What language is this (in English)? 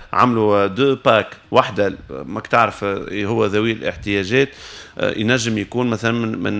Tunisian Arabic